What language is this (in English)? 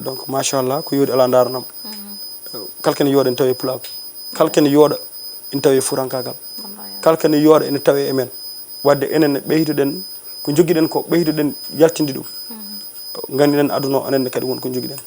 Fula